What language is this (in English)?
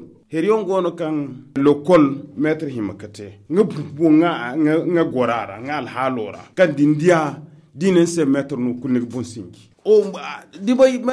Zarma